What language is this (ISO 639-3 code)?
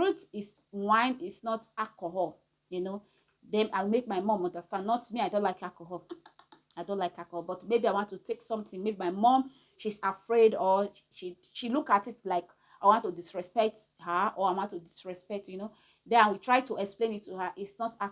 pcm